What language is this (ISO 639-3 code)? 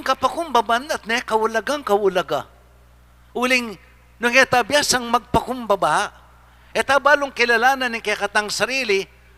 pam